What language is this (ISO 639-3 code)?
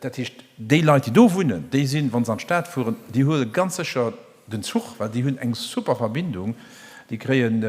ltz